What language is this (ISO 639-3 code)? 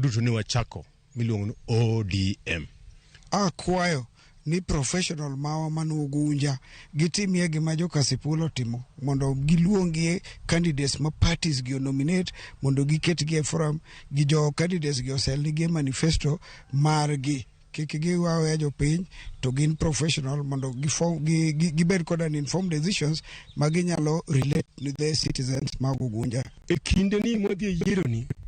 luo